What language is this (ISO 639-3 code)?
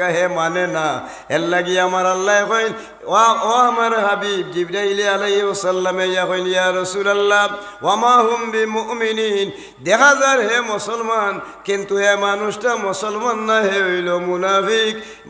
syl